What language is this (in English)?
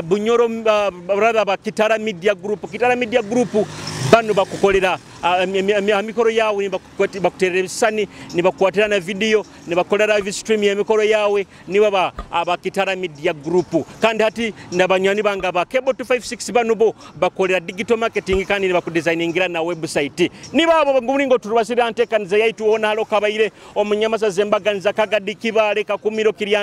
Nyoro